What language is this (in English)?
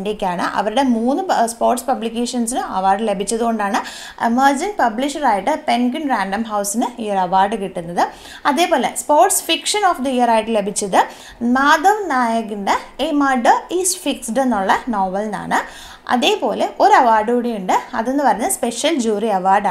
Malayalam